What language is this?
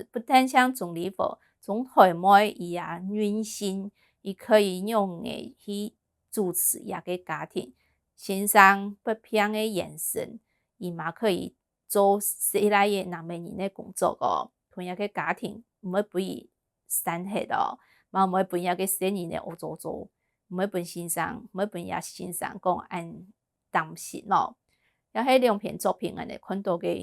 Hakka Chinese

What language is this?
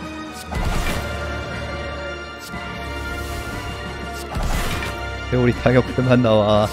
Korean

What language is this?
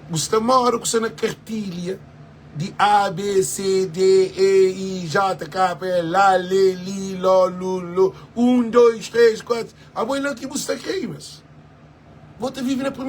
Kabuverdianu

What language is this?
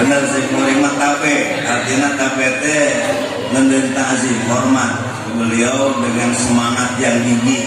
Sundanese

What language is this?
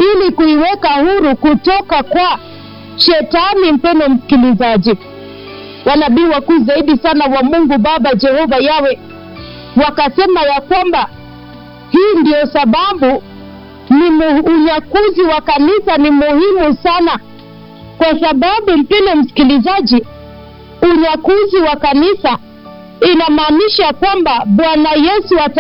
Swahili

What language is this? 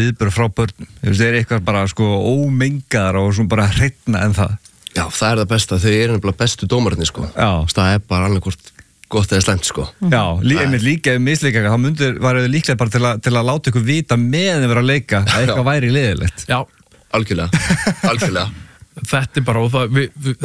Icelandic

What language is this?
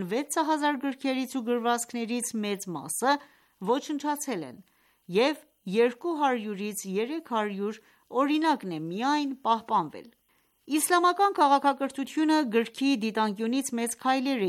Armenian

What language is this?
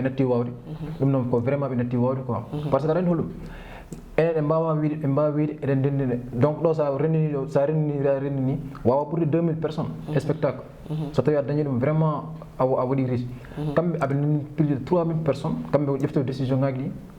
Fula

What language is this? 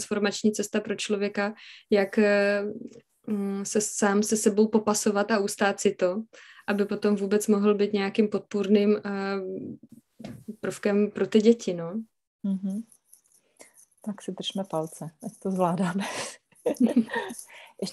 Czech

